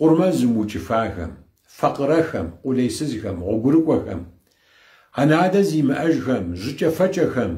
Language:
Kabardian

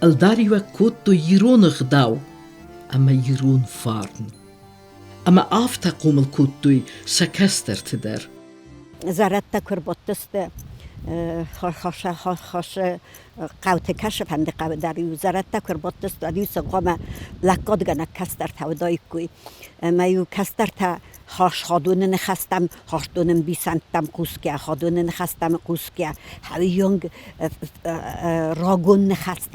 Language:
Ossetic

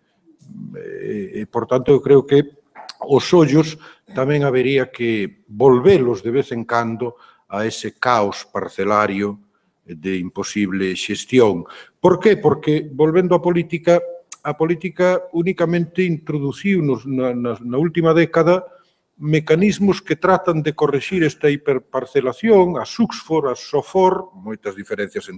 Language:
Galician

